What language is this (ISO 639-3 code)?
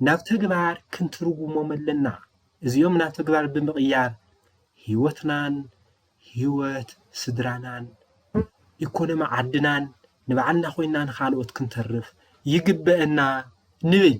tir